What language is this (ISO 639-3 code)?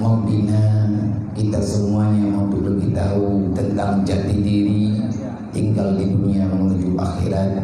ace